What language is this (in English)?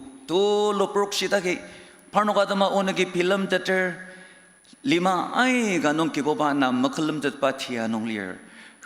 Ao Naga